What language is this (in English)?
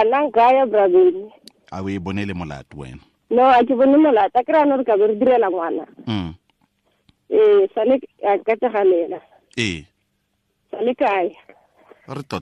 Tswana